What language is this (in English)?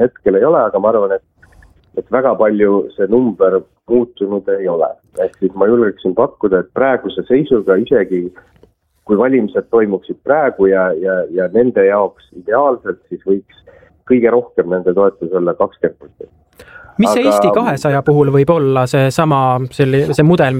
Estonian